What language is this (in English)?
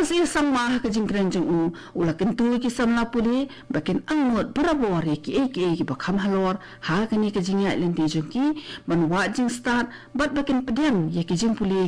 Khasi